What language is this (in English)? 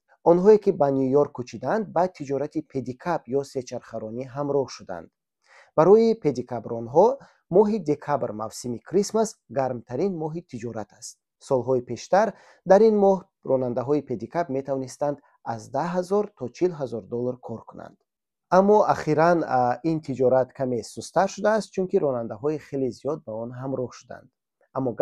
Tajik